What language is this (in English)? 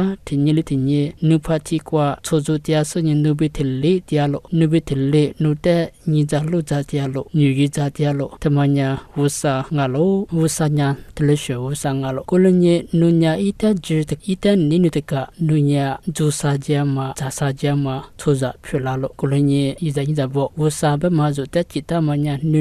Lisu